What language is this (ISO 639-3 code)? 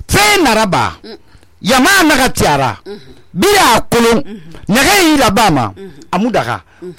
sus